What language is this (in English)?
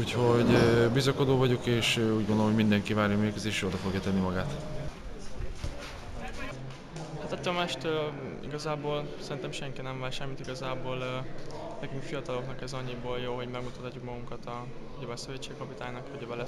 Hungarian